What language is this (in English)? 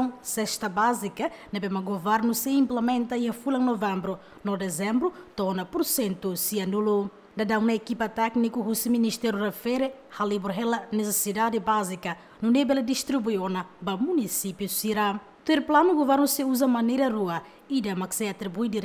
Tetum